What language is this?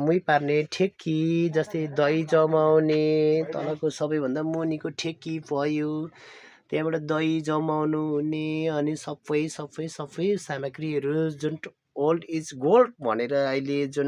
Nepali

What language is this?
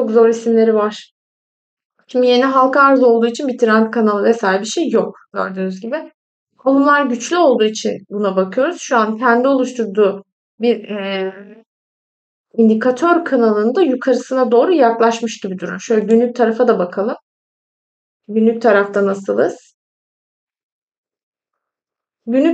Turkish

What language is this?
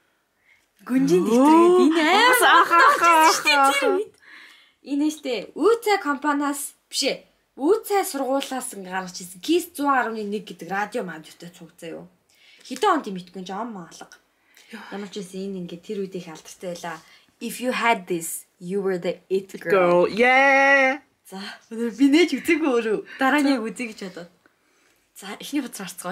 Mongolian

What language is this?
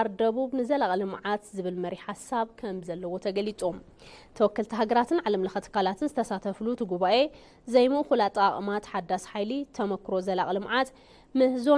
Tigrinya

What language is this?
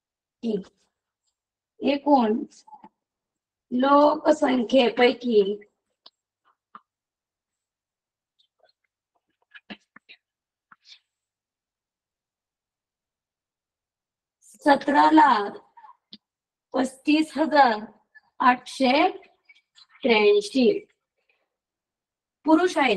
Marathi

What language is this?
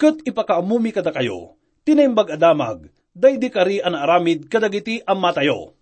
Iloko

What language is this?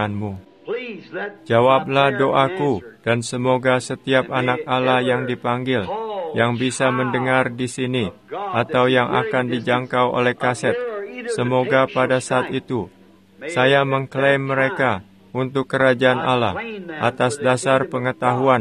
Indonesian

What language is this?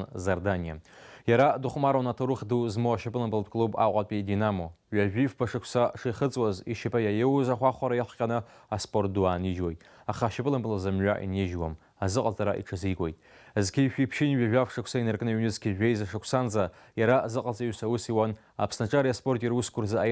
Abkhazian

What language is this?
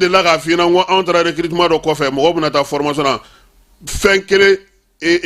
Bambara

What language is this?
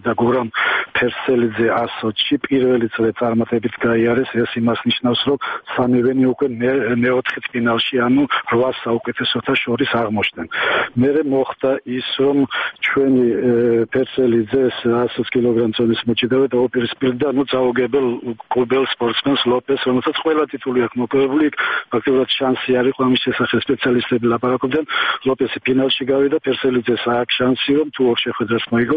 Georgian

